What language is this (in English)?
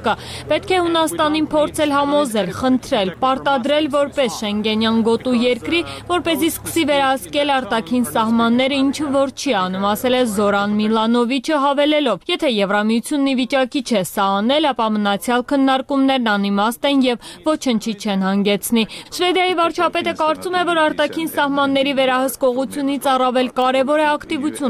Armenian